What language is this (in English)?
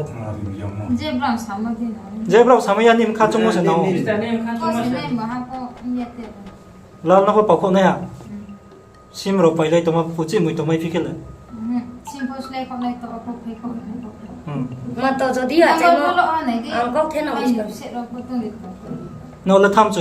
Riang (India)